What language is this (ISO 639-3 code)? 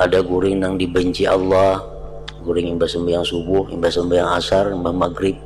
bjn